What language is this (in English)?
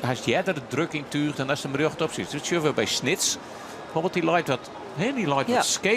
Western Frisian